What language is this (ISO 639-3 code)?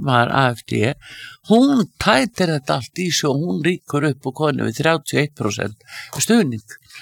isl